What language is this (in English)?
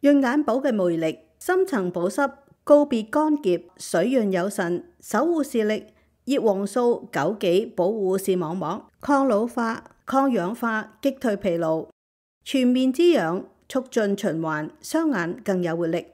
Cantonese